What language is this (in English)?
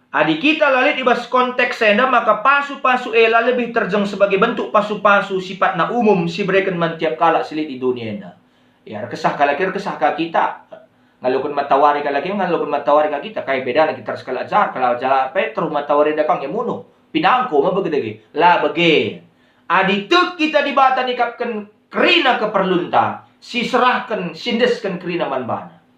Batak Karo